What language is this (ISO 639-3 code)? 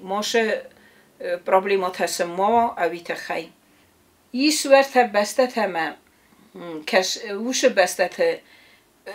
oss